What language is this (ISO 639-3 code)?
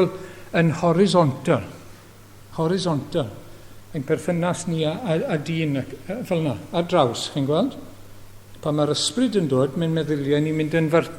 cym